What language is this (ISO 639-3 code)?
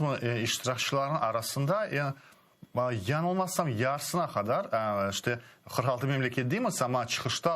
crh